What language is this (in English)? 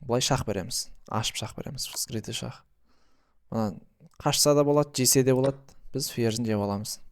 Kazakh